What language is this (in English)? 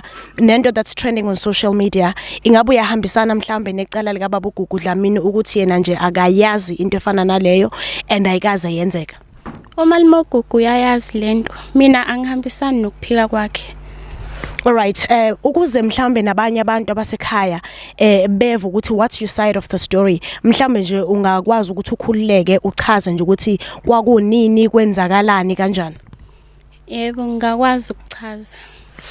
Zulu